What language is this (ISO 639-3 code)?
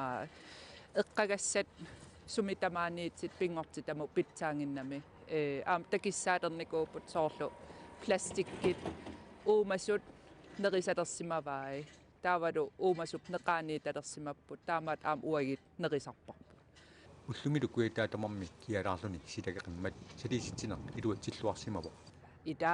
kal